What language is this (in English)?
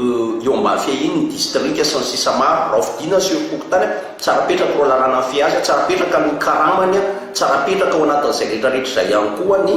Malagasy